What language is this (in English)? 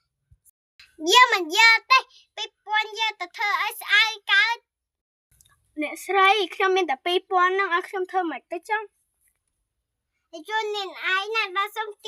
Khmer